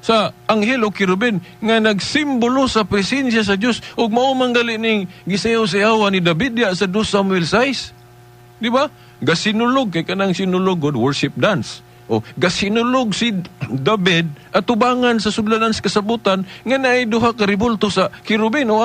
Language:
Cebuano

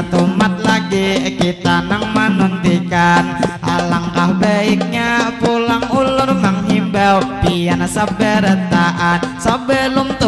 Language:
Banjar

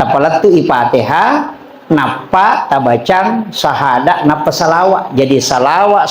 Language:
Buginese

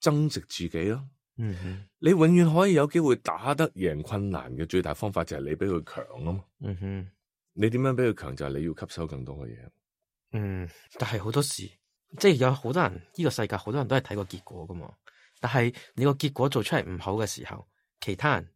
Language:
Cantonese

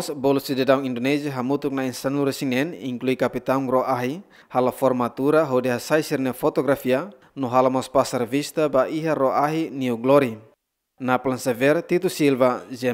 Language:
Tetum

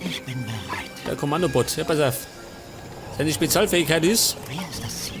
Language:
Bavarian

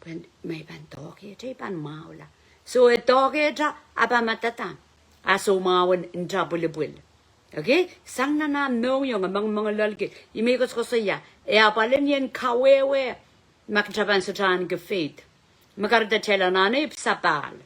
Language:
Pohnpeian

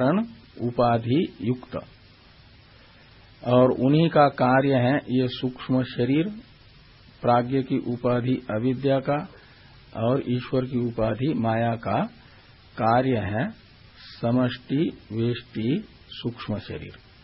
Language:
Hindi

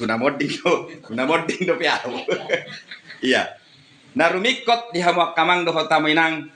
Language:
Batak Toba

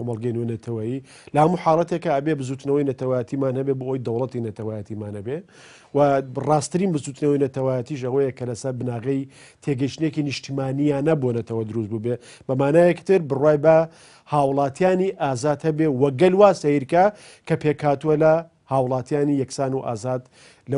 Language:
Central Kurdish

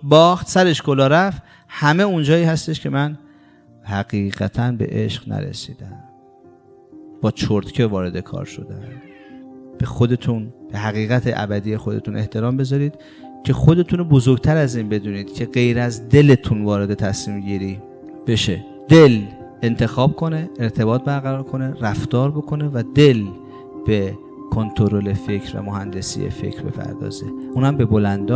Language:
Persian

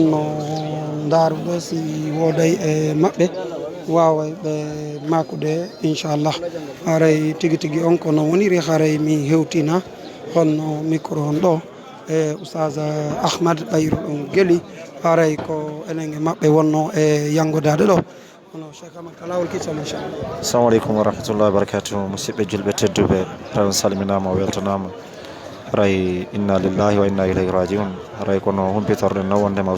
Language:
Fula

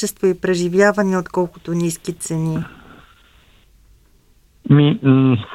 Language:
Bulgarian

